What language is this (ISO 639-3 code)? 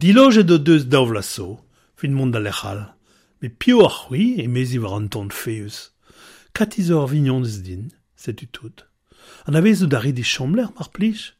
bre